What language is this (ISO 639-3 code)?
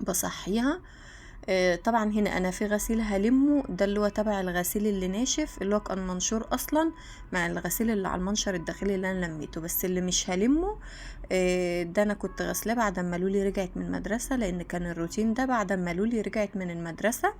arz